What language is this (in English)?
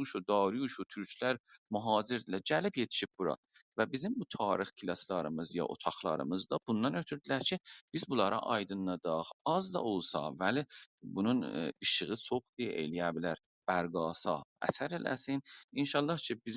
South Azerbaijani